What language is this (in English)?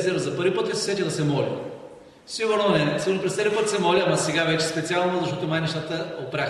Bulgarian